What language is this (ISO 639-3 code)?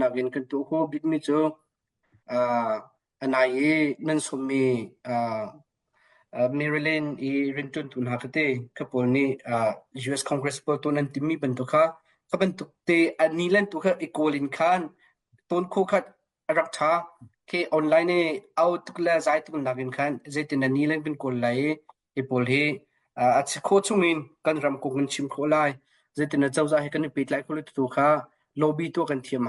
cnh